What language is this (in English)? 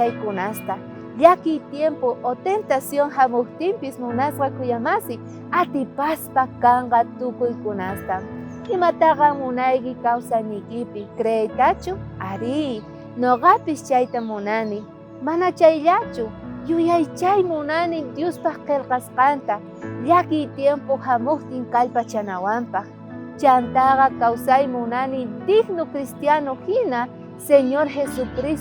South Bolivian Quechua